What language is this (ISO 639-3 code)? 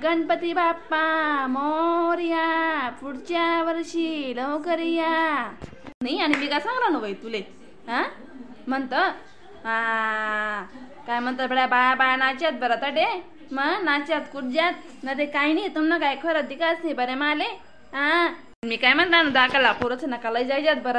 khn